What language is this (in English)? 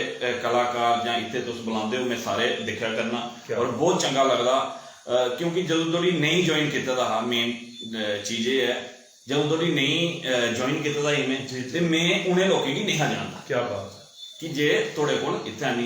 Dogri